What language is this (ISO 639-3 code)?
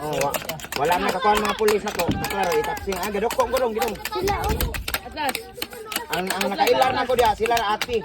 ceb